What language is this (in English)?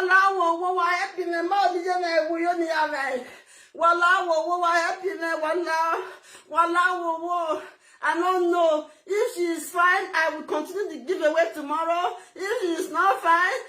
Nigerian Pidgin